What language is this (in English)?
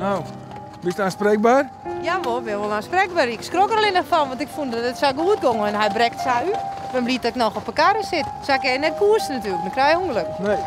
Western Frisian